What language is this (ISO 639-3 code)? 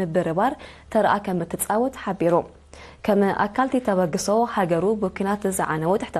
tir